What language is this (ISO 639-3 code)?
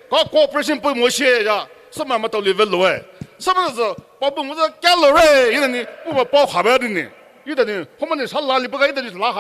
pmx